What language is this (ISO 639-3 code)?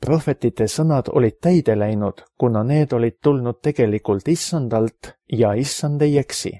est